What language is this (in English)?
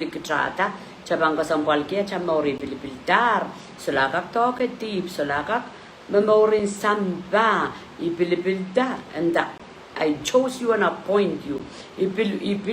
Pohnpeian